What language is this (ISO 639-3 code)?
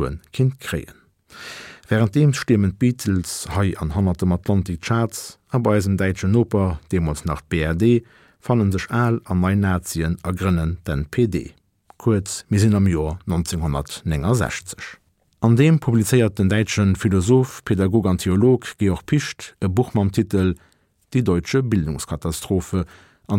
ltz